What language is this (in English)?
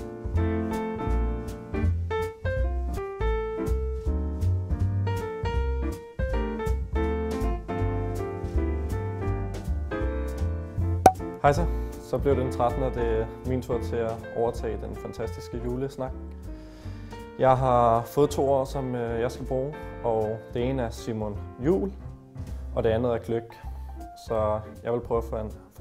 Danish